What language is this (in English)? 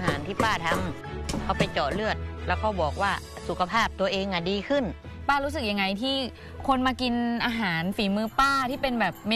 Thai